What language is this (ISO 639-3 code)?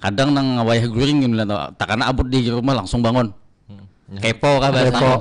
bjn